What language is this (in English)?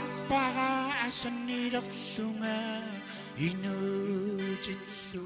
Kalaallisut